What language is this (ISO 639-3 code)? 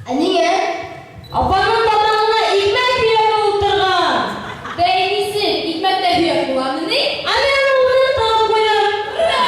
bak